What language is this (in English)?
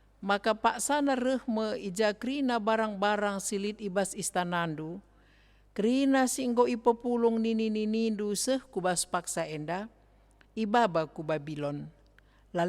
Batak Karo